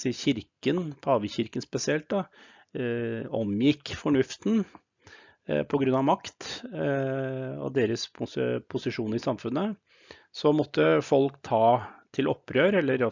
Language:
Norwegian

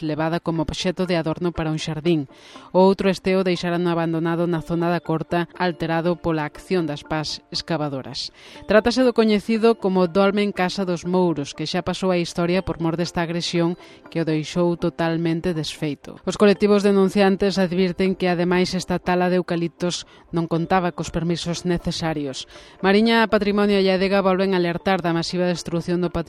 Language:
Galician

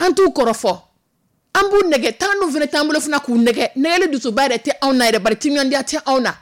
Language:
Dyula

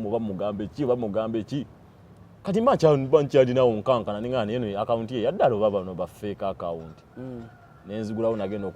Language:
Ganda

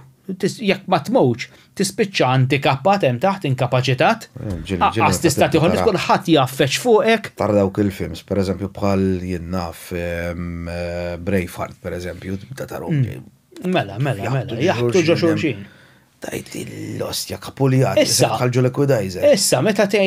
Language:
Maltese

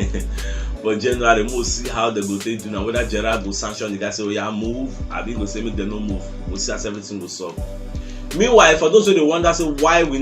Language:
Nigerian Pidgin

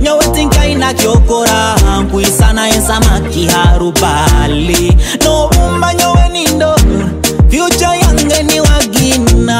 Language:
Nyoro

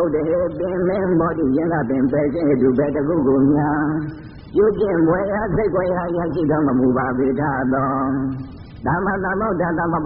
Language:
Burmese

